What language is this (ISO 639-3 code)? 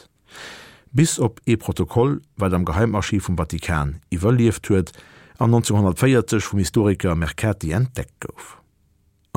ltz